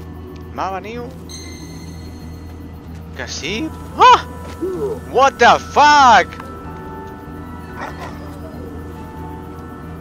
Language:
Catalan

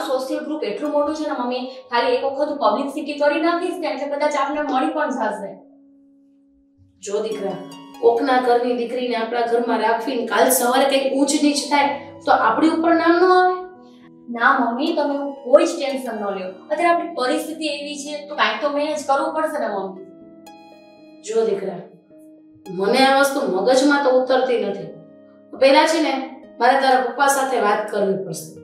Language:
Gujarati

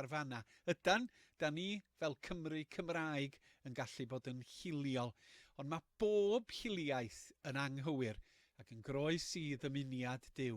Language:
Welsh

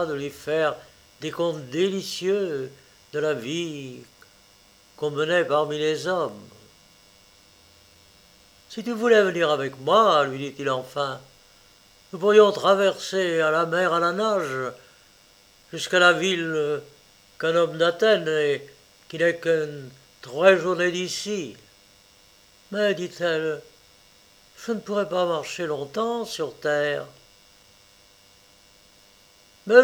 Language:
French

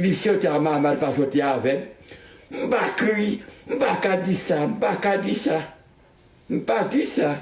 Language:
Haitian Creole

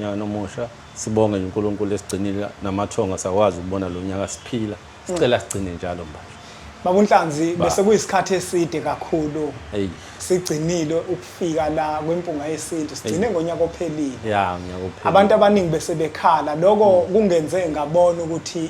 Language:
Zulu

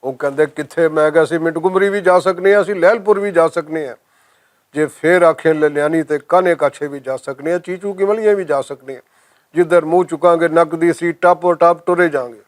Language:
Western Panjabi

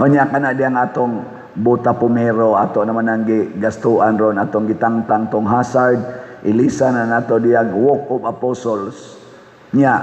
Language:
Cebuano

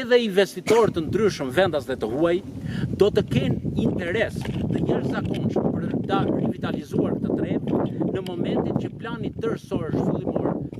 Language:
Albanian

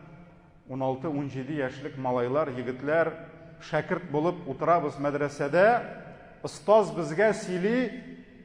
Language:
Tatar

